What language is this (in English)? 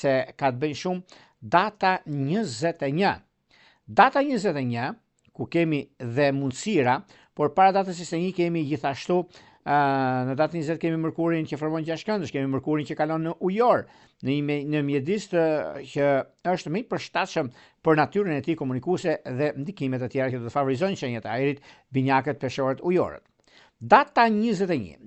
Albanian